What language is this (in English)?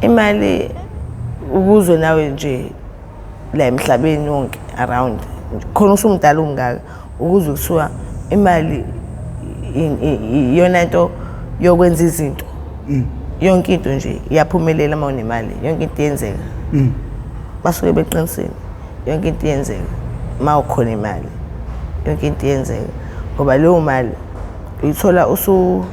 Zulu